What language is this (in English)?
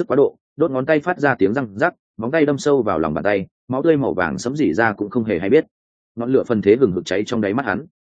Vietnamese